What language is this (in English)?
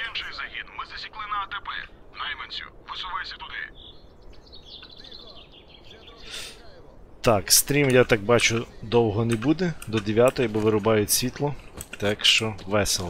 Ukrainian